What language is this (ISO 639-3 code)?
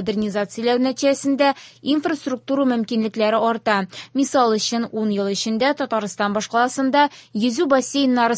tat